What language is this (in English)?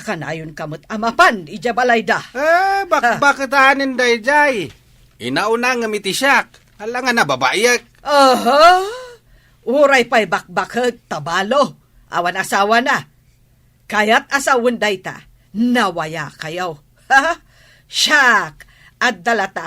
Iloko